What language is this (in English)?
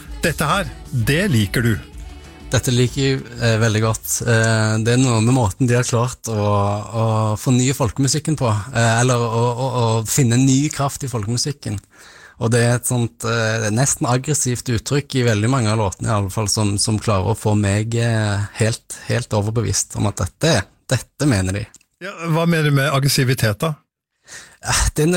Norwegian